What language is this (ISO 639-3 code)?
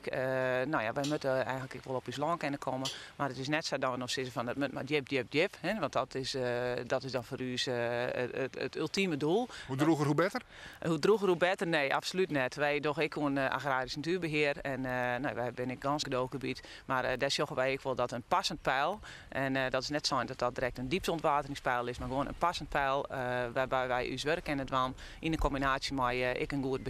fry